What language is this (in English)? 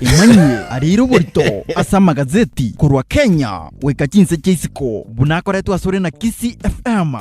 Gusii